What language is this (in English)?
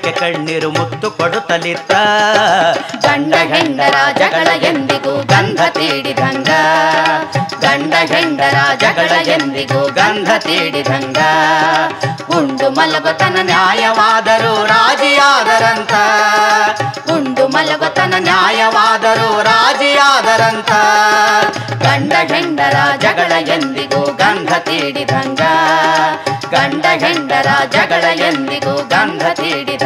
Kannada